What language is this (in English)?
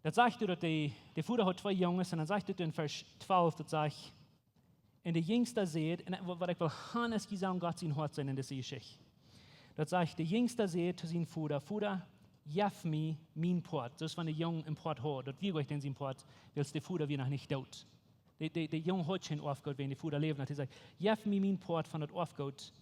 Plautdietsch